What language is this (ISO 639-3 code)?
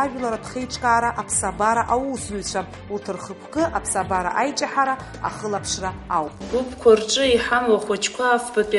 abk